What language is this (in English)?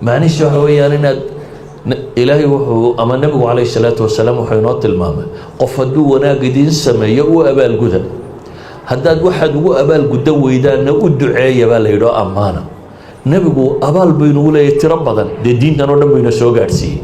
Somali